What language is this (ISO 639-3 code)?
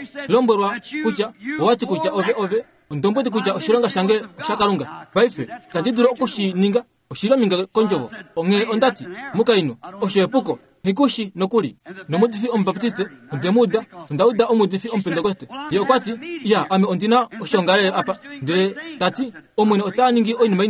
kua